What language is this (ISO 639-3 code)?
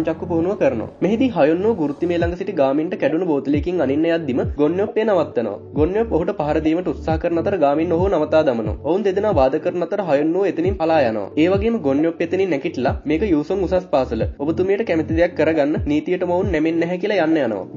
sin